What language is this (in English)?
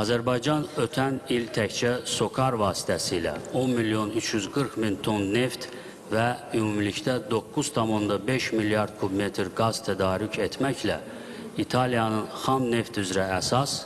Azerbaijani